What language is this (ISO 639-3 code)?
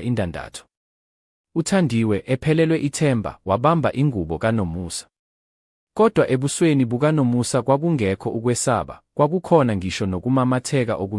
zul